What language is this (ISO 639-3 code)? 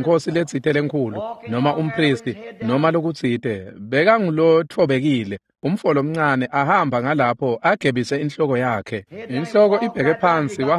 ssw